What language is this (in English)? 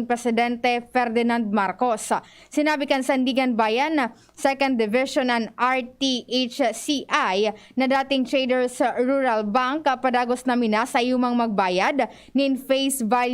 Bikol